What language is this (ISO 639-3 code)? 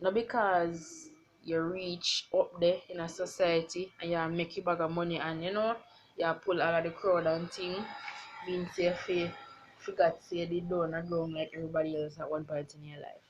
jam